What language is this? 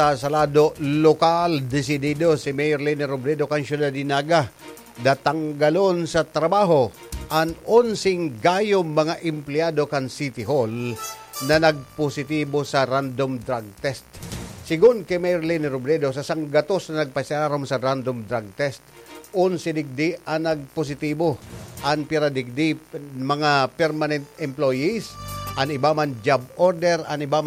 Bikol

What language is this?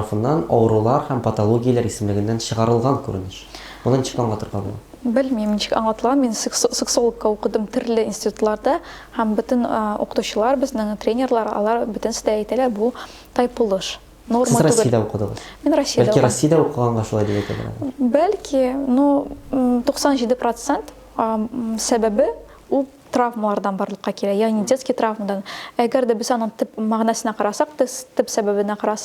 Tatar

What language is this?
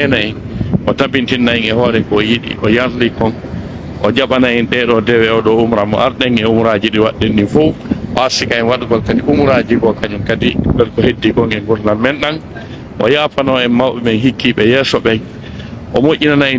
Fula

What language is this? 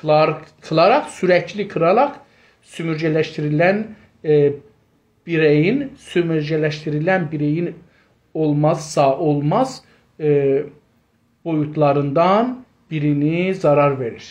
South Azerbaijani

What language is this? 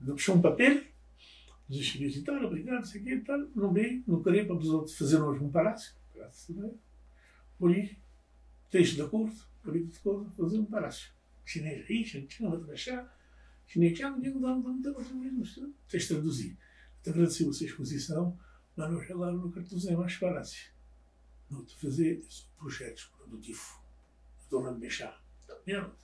Kabuverdianu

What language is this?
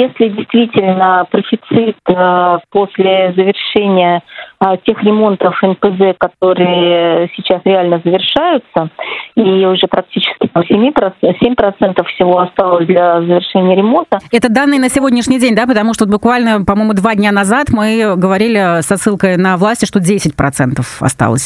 Russian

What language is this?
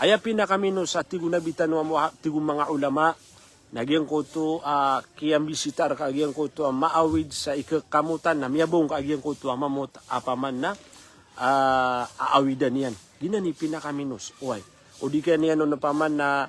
Maranao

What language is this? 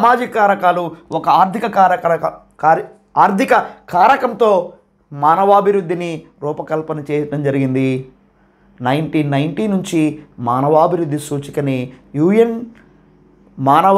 Telugu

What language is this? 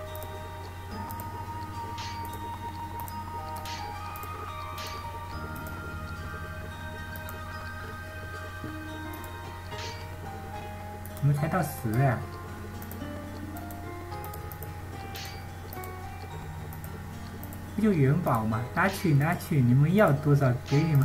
Chinese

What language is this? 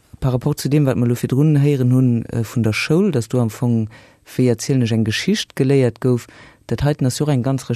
Luxembourgish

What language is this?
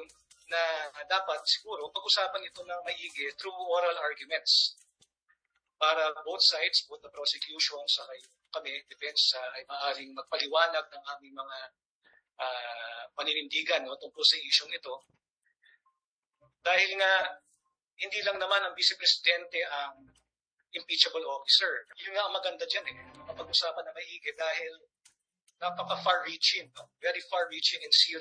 Filipino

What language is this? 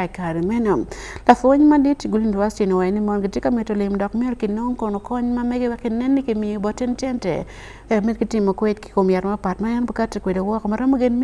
Acoli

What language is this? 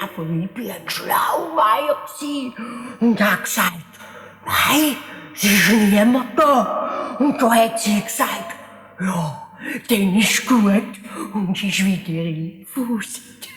Swiss German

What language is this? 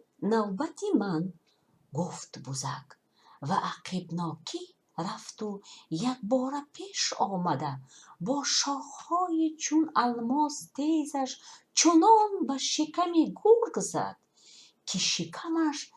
Tajik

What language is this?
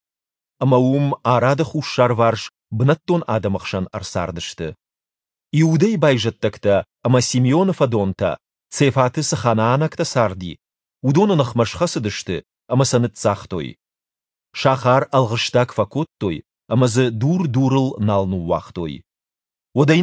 Ossetic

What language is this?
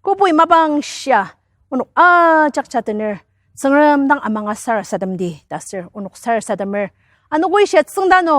Ao Naga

